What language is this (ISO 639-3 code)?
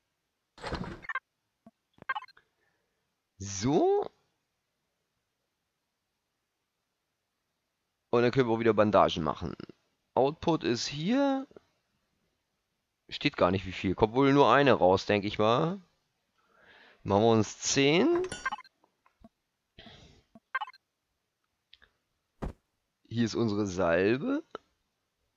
deu